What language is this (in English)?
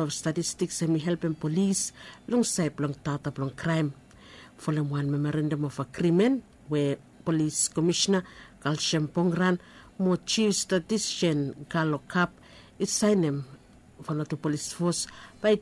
Bislama